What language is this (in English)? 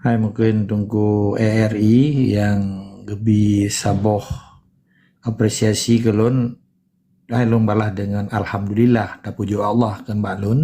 Achinese